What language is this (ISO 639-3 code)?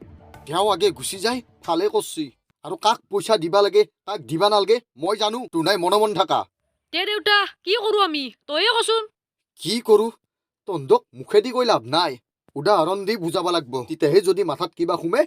asm